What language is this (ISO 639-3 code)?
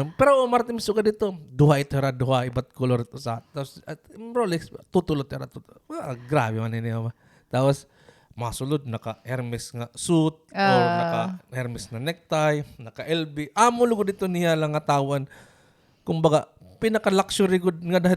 war